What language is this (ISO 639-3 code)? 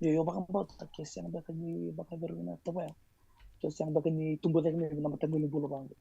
fij